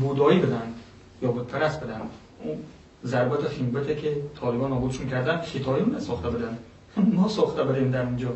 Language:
Persian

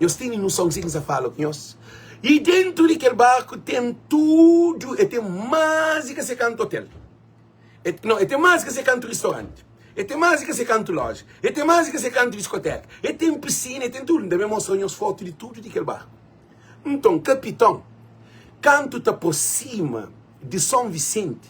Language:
Kabuverdianu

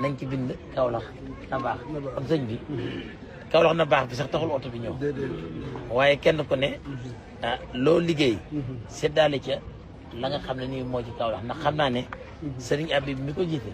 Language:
Wolof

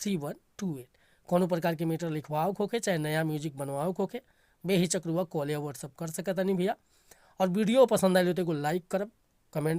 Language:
Bhojpuri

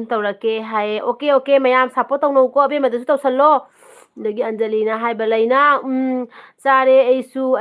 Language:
Manipuri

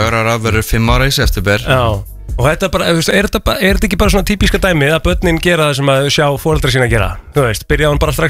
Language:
Icelandic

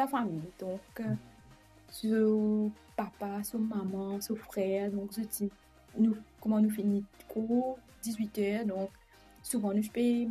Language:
Morisyen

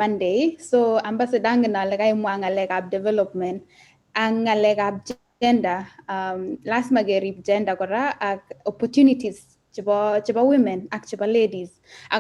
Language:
Kalenjin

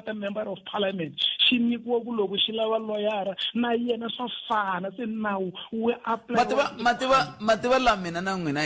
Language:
Tsonga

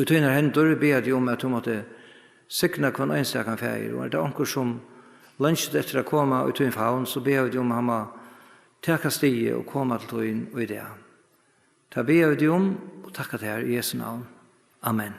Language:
Faroese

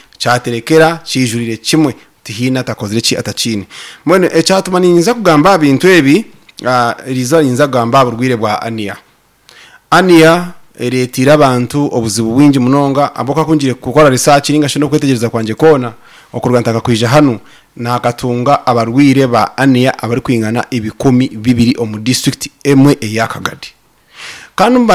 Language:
Nyankole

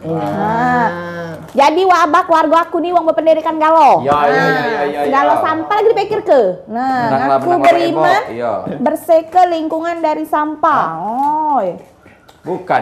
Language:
Musi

